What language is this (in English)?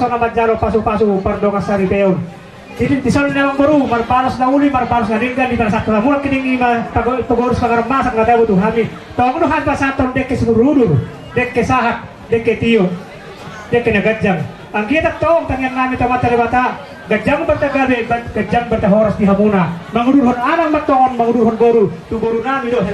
Batak Toba